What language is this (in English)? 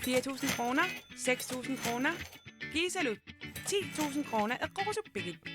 Kalaallisut